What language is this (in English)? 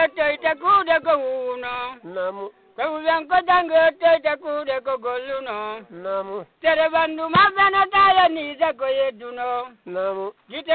Fula